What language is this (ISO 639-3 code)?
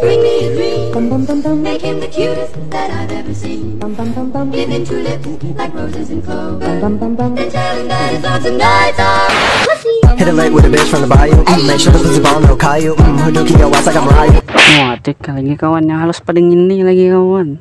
bjn